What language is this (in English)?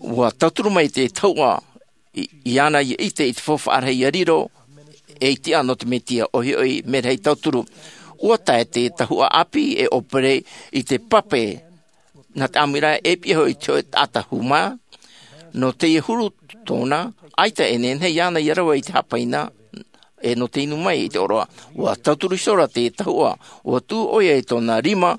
Tahitian